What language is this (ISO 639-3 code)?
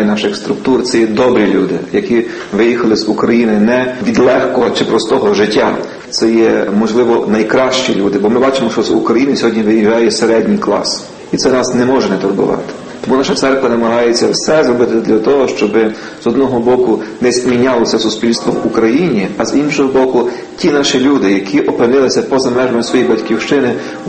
ukr